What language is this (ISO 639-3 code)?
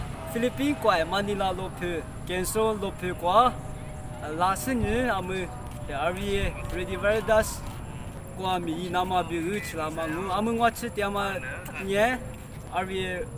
lis